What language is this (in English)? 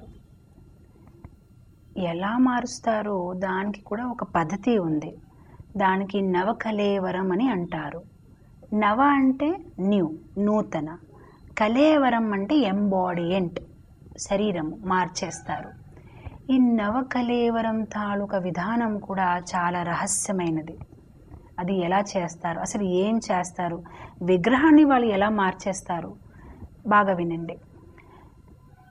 Telugu